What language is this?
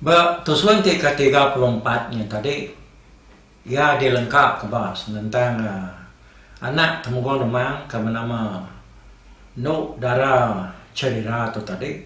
Iban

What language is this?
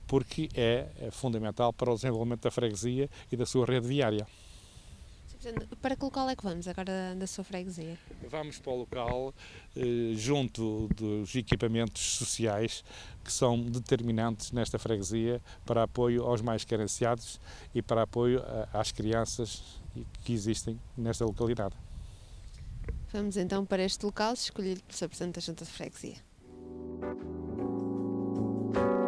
Portuguese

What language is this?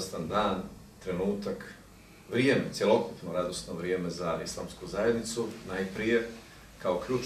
Bosnian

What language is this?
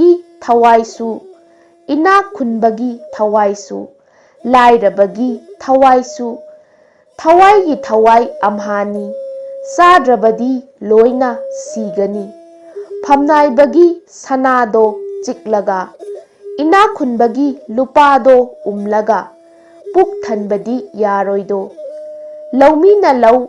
Manipuri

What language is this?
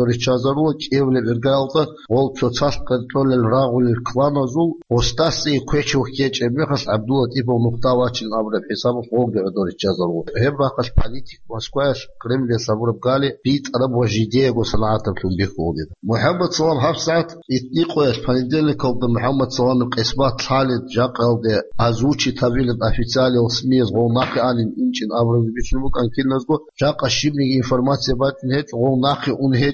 Avaric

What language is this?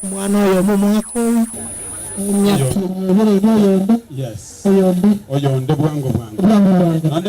Gusii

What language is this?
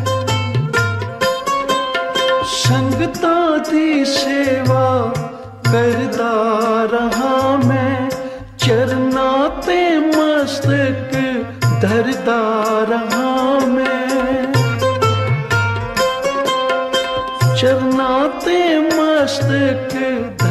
Punjabi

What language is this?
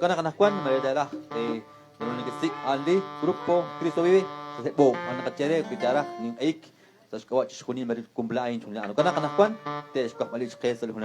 Kekchí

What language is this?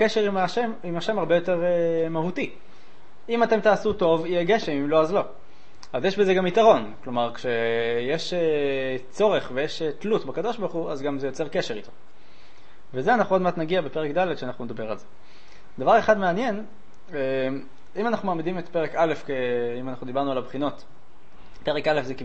Hebrew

